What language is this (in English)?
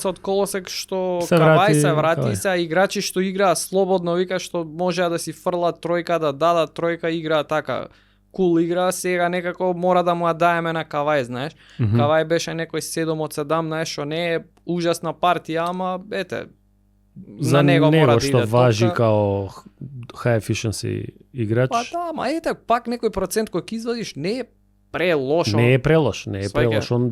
Macedonian